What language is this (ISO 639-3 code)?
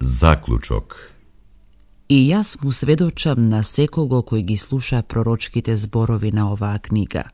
mkd